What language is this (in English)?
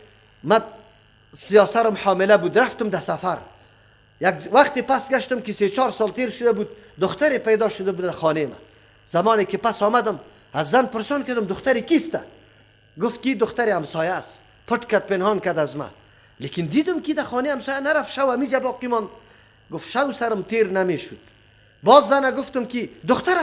Persian